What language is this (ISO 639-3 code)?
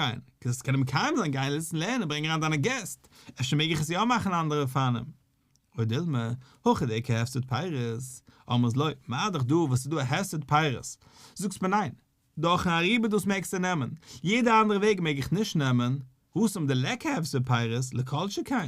yid